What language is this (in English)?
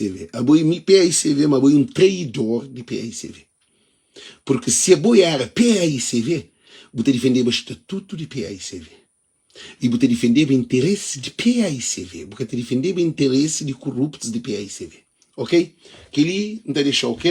Kabuverdianu